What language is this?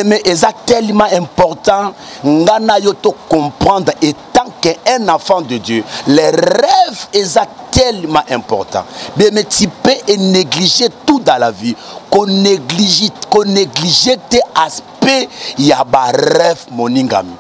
Lingala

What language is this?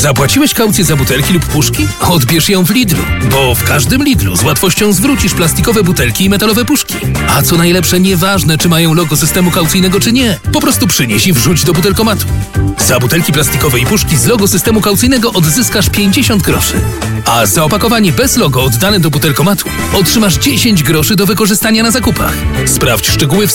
Polish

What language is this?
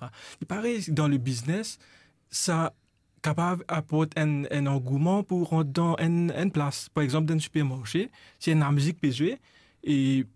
Morisyen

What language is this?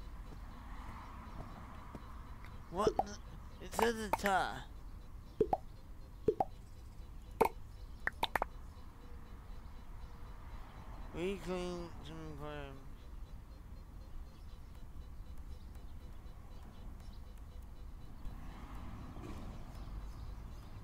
English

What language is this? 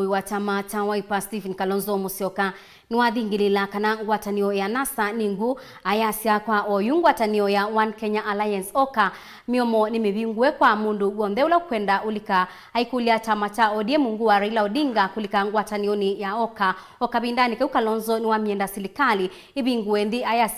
Kamba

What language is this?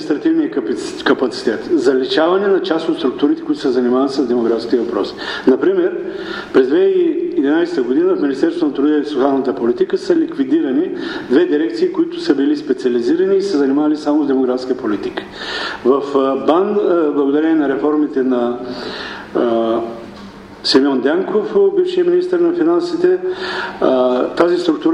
Bulgarian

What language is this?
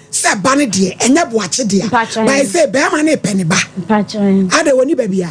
Akan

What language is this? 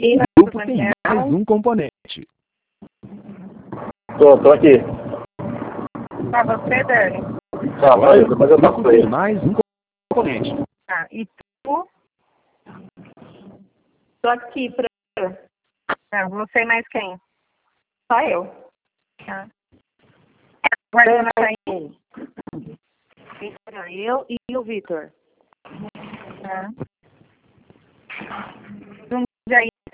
Portuguese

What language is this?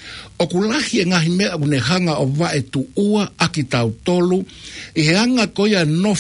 Tongan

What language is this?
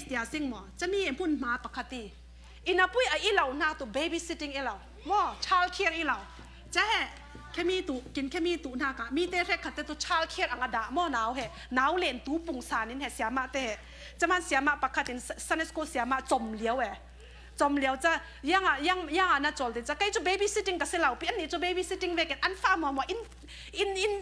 Falam Chin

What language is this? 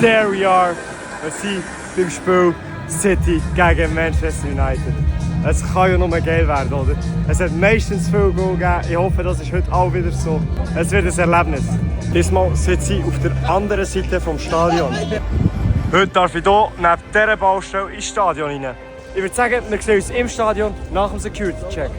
Swiss German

